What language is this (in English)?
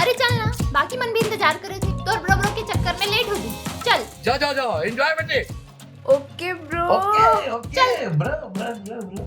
Chhattisgarhi